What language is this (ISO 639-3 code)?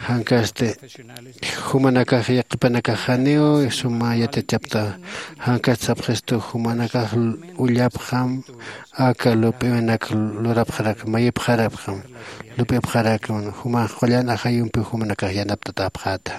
aym